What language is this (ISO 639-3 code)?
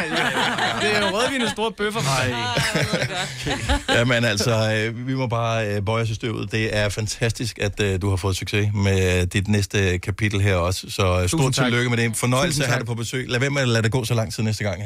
dan